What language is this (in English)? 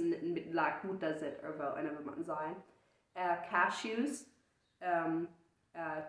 Plautdietsch